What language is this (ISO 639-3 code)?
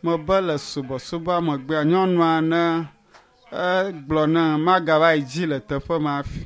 ewe